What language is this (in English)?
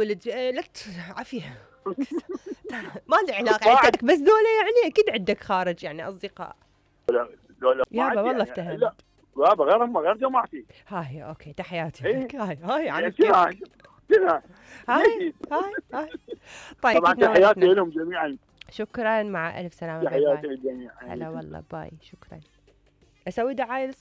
Mesopotamian Arabic